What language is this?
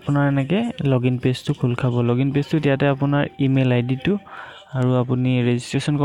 Assamese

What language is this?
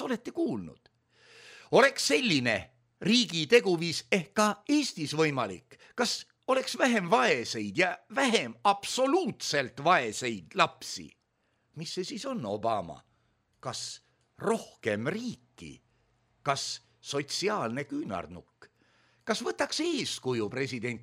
Estonian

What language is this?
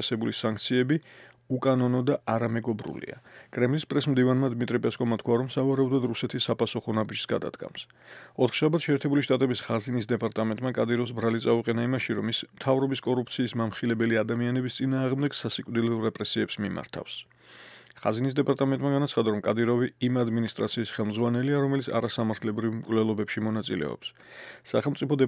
Georgian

